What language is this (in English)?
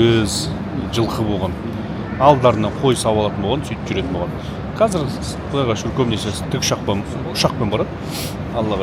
Kazakh